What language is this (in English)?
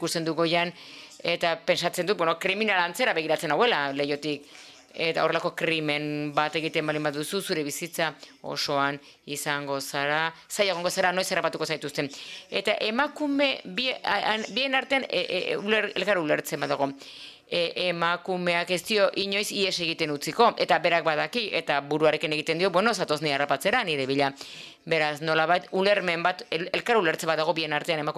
Basque